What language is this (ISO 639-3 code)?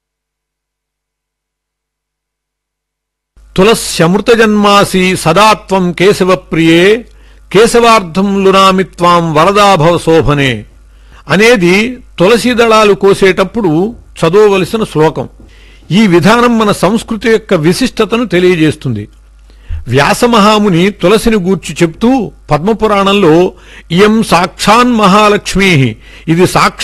tel